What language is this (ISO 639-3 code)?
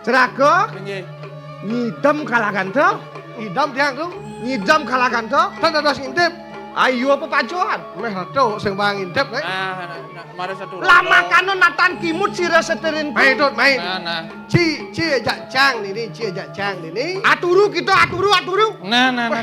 ban